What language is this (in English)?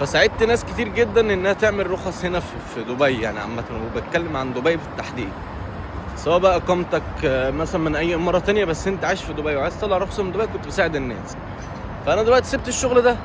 Egyptian Arabic